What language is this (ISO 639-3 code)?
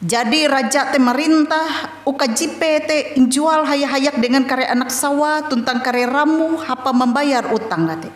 nij